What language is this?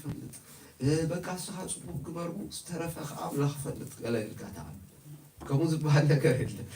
Tigrinya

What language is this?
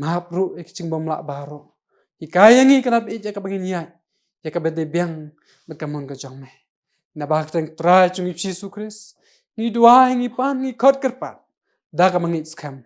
Khasi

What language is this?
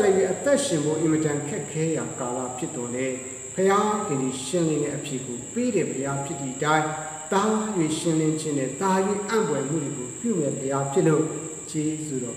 Burmese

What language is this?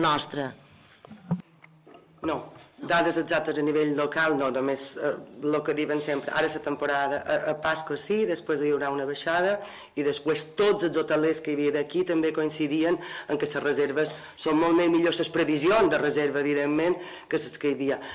Catalan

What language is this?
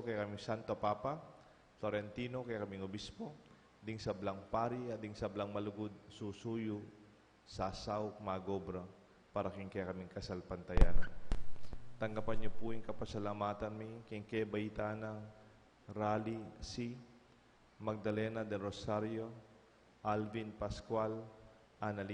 Pampanga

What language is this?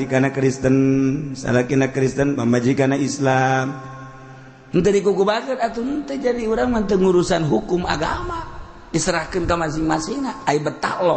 Sundanese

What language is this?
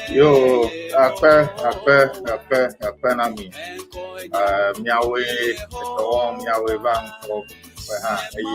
Ewe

